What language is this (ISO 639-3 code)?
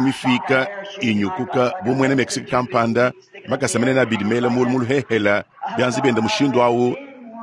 lua